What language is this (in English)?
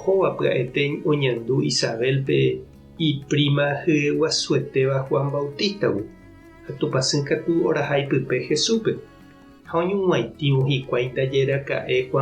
Guarani